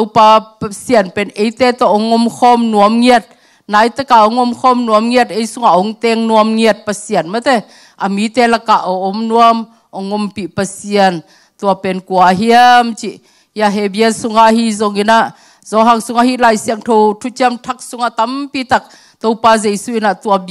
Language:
Tedim Chin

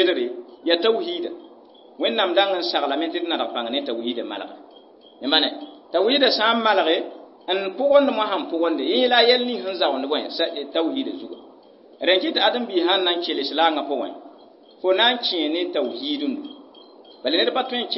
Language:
Mossi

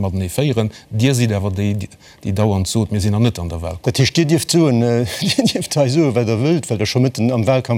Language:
Luxembourgish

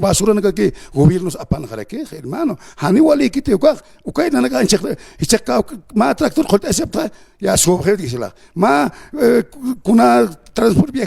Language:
Aymara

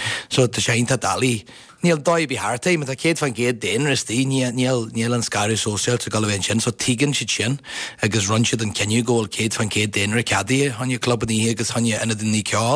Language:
Irish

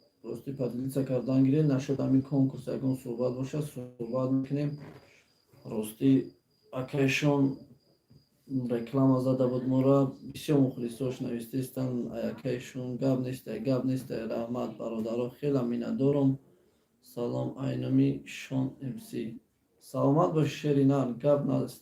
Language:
Tajik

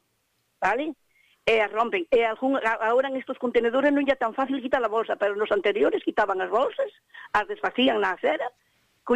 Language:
Galician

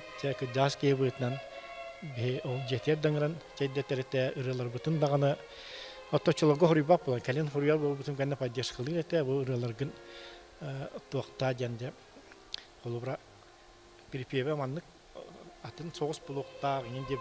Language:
Yakut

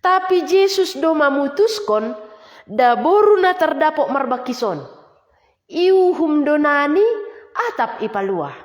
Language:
Batak Simalungun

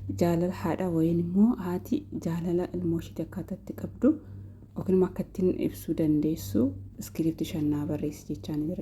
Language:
Oromo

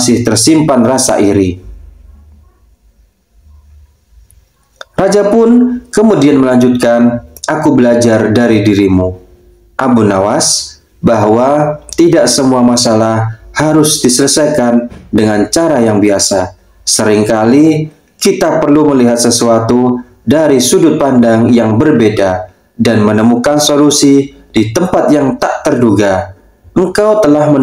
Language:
Indonesian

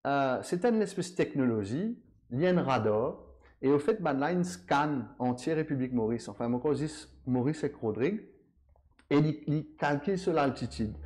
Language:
Morisyen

